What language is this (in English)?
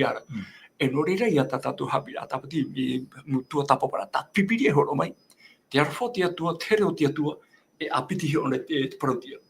Tahitian